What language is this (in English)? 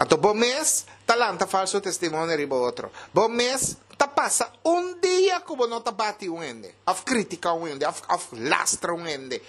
Papiamento